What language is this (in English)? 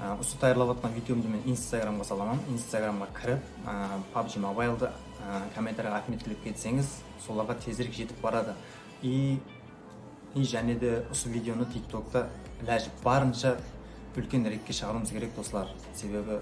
Kara-Kalpak